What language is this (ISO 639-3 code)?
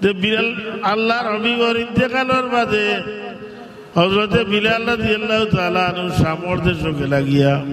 syl